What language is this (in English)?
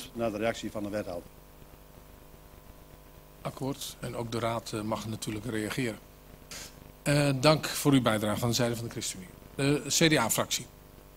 Dutch